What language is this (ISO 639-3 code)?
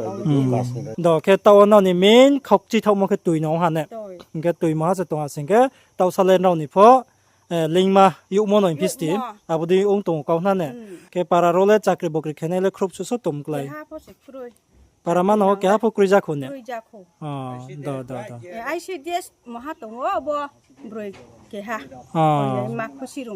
ria